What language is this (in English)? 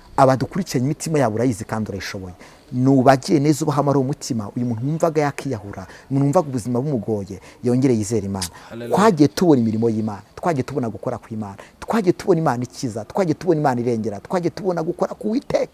Kinyarwanda